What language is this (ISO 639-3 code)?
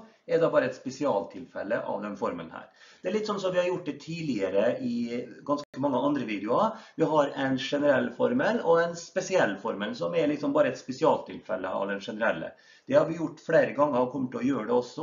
nor